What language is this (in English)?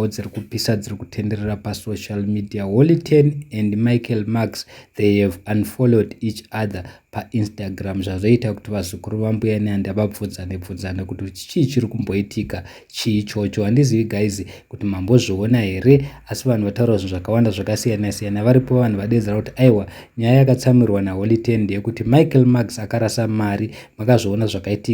Shona